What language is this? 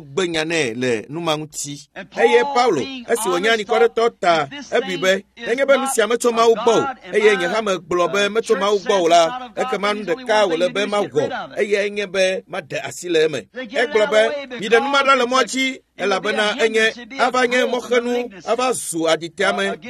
Ewe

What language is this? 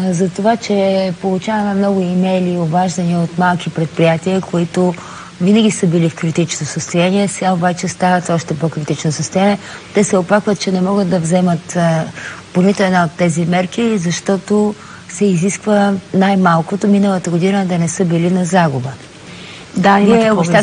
Bulgarian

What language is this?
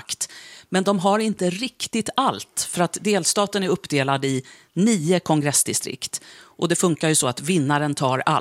Swedish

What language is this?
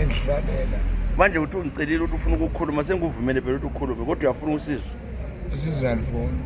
North Ndebele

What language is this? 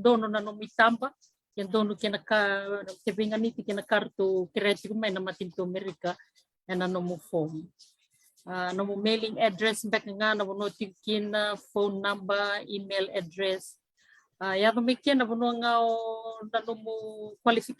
Fijian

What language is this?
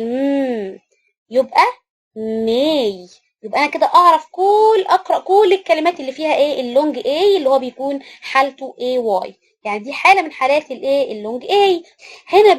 Egyptian Arabic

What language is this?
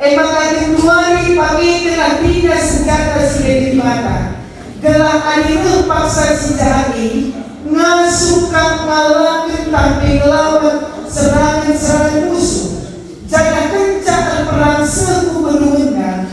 Batak Karo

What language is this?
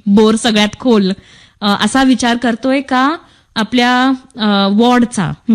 Marathi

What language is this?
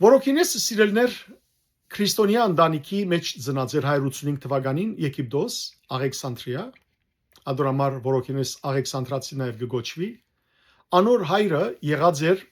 Western Armenian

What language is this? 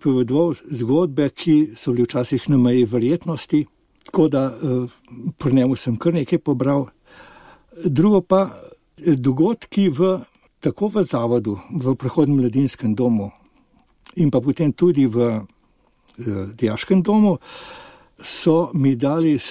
Slovenian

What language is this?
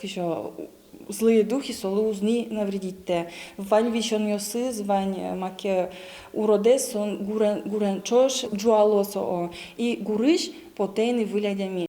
Udmurt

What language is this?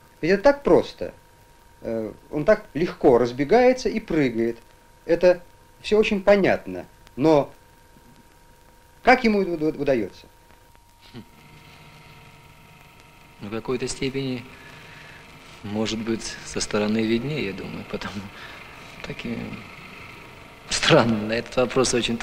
Russian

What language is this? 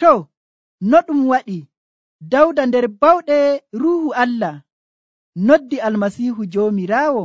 Nigerian Fulfulde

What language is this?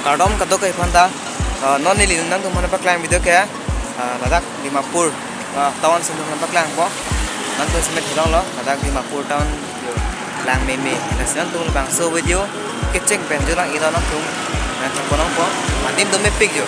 Karbi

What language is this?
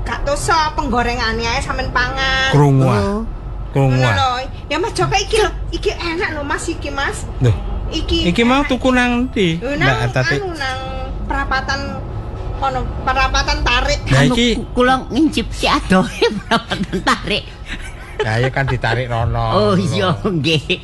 Javanese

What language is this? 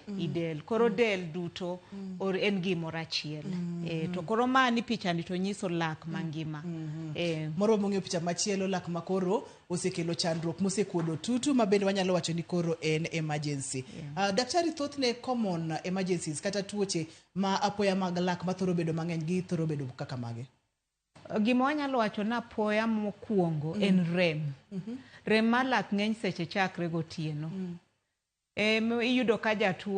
Luo (Kenya and Tanzania)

